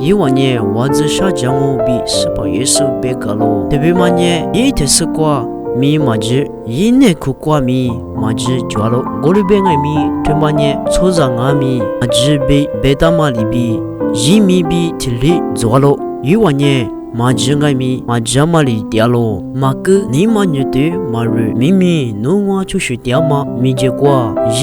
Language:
Lisu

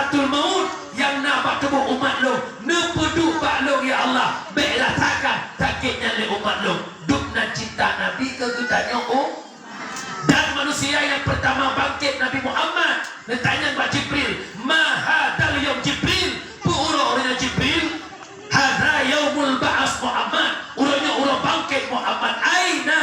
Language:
Achinese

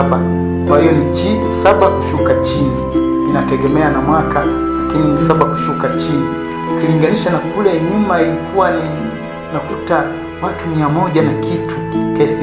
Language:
Swahili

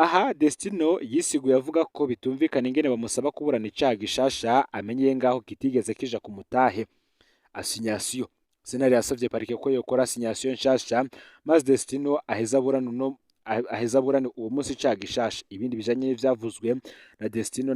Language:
Rundi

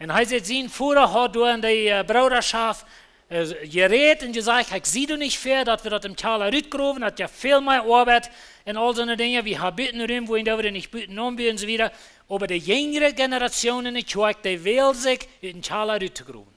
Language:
Plautdietsch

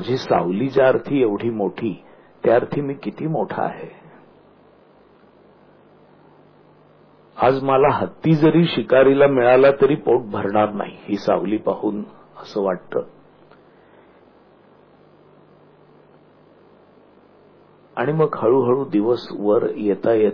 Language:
Marathi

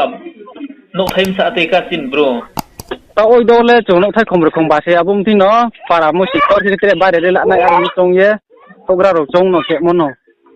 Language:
Riang (India)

